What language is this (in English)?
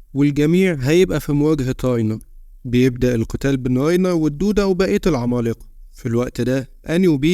Egyptian Arabic